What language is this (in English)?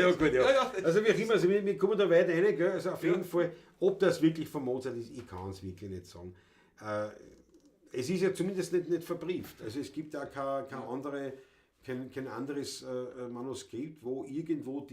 Bavarian